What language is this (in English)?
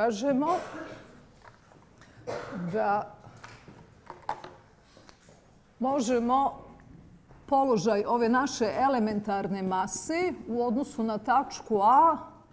Bosnian